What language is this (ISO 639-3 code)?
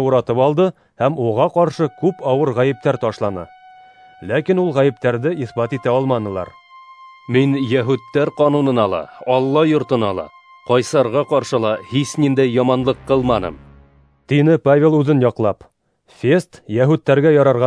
bak